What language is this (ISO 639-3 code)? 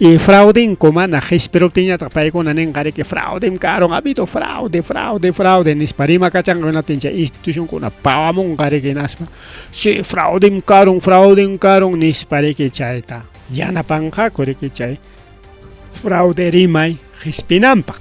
quy